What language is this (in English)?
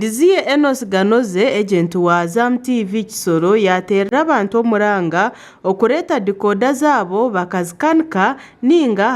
Nyankole